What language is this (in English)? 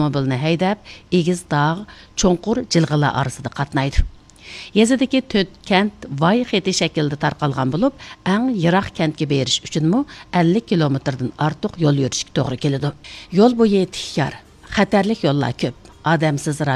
Uyghur